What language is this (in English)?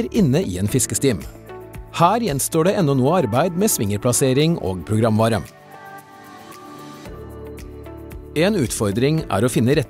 Norwegian